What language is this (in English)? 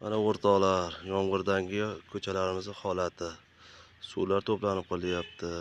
Uzbek